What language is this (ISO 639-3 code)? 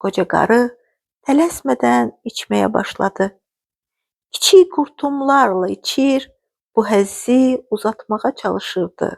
aze